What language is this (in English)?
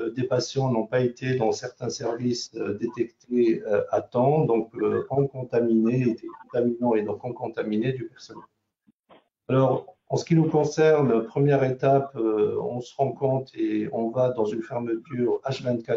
French